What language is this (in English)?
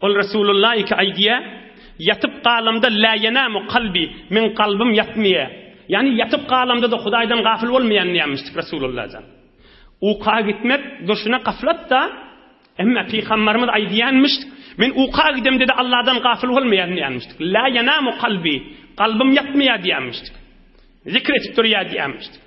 Turkmen